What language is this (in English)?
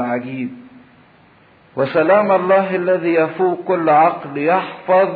Egyptian Arabic